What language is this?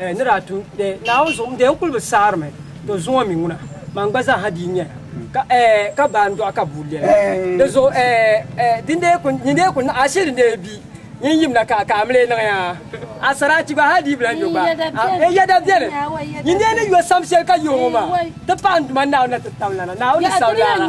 Dagbani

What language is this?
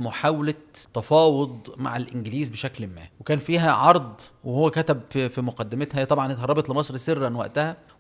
Egyptian Arabic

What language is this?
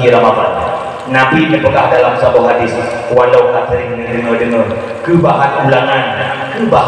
Achinese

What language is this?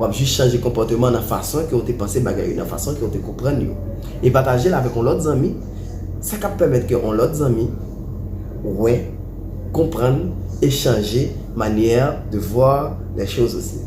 Haitian Creole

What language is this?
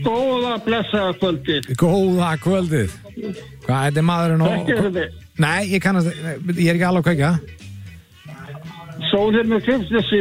Icelandic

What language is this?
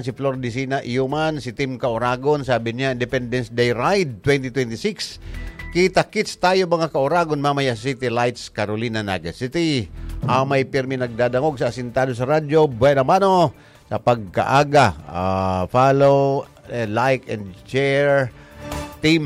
Bikol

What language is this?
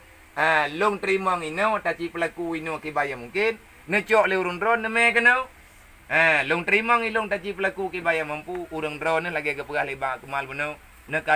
Achinese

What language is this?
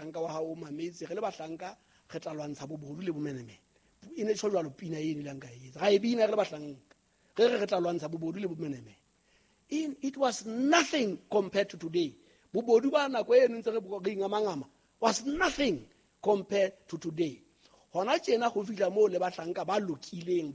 Southern Sotho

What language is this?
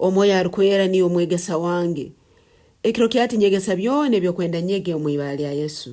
Nyankole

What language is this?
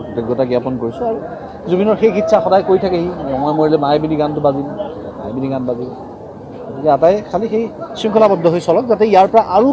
Assamese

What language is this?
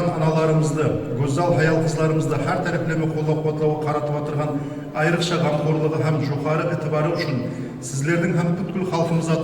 Kara-Kalpak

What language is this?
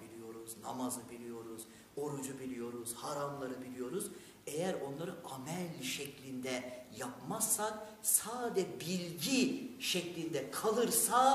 Turkish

